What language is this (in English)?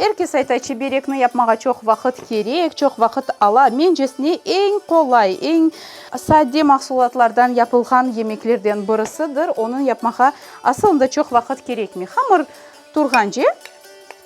Crimean Tatar